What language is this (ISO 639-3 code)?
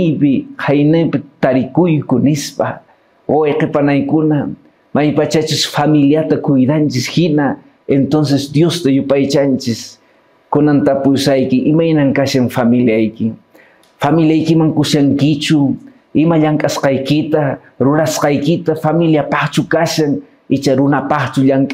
que